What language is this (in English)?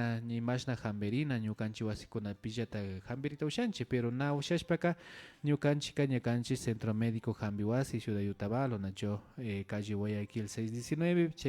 Imbabura Highland Quichua